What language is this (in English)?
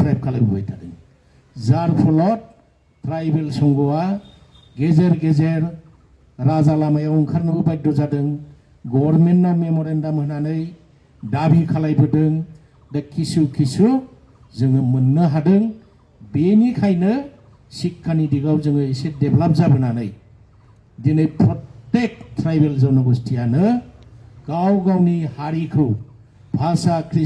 Bodo